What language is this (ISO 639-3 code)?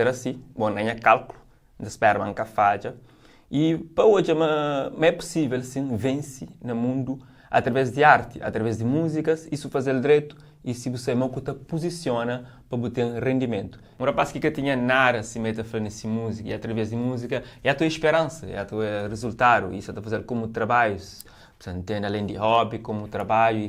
kea